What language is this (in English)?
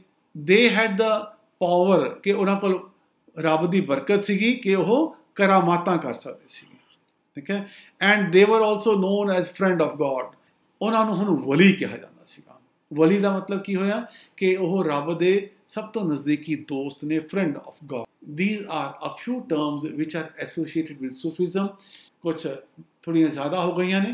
Punjabi